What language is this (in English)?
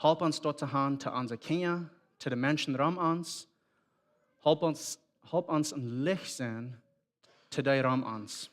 Plautdietsch